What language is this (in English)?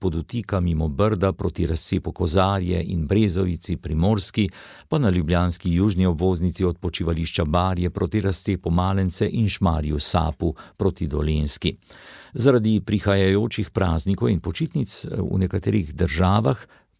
Slovenian